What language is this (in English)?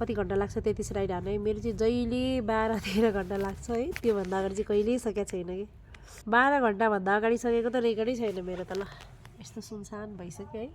Nepali